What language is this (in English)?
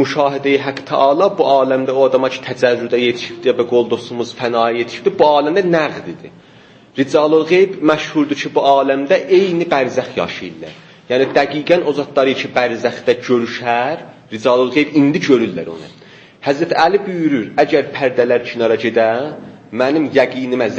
South Azerbaijani